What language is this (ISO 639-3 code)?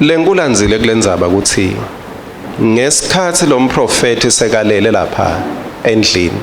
ssw